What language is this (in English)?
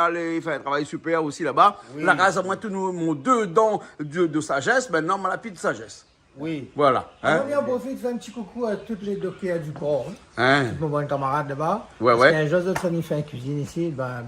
Réunion Creole French